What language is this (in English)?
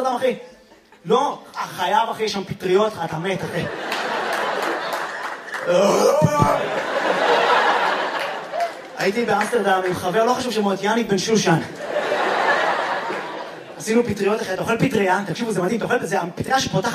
Hebrew